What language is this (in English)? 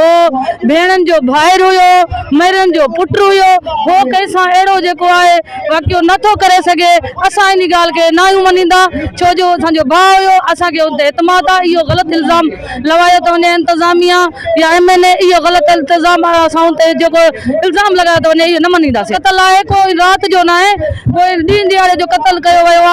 Sindhi